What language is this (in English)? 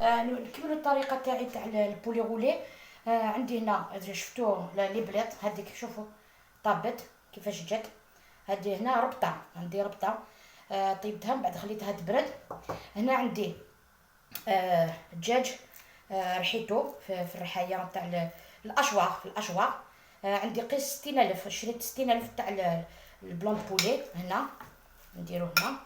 Algerian Arabic